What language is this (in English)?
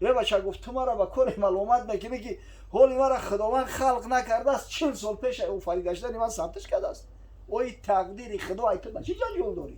Tajik